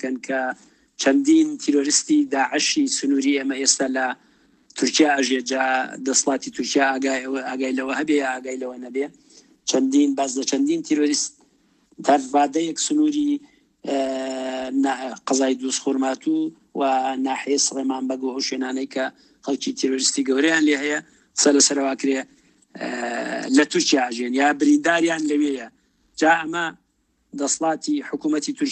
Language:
Central Kurdish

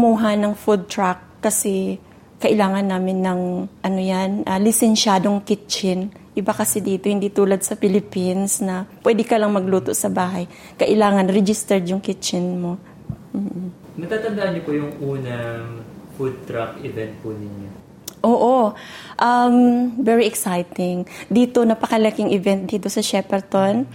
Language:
Filipino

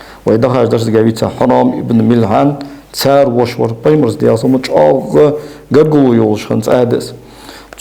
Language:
Ingush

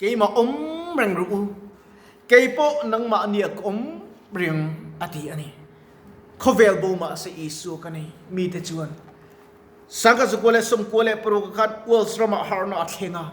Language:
Mizo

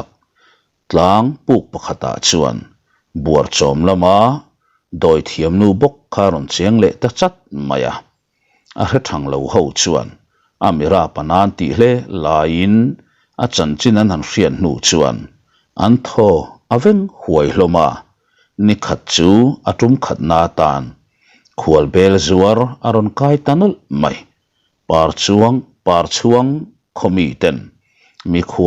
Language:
Mizo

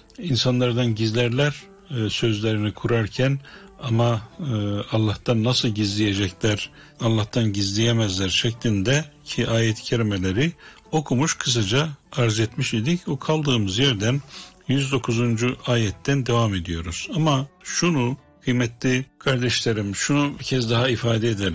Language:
Turkish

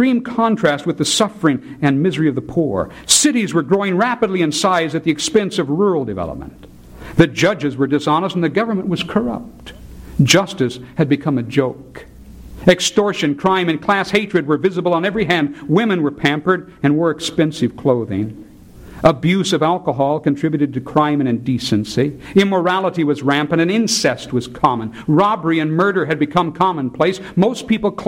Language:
English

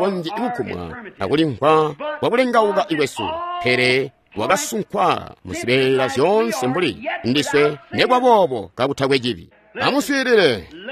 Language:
Tonga (Zambia)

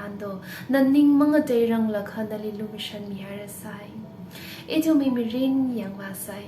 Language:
Tangkhul Naga (India)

